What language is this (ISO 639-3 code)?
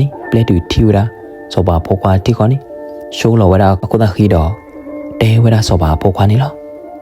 ksw